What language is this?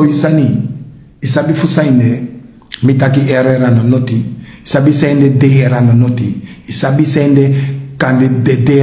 Sranan Tongo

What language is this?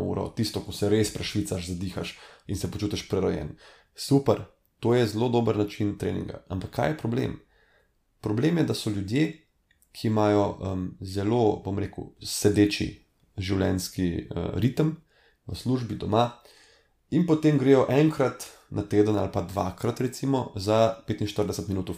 Slovenian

